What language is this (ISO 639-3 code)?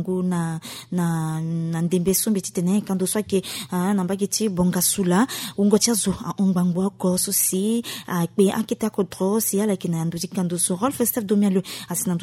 sag